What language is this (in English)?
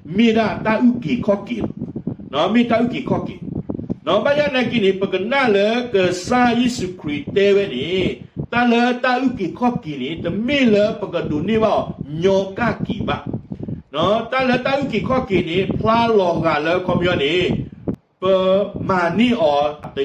S'gaw Karen